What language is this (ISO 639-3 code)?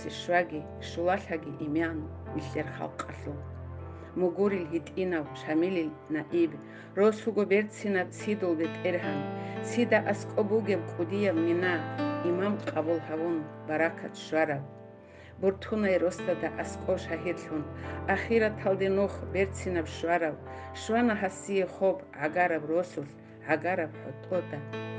ava